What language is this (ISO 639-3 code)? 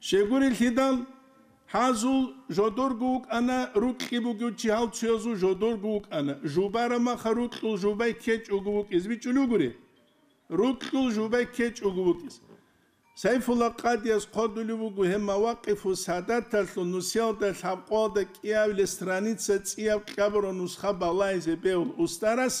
ava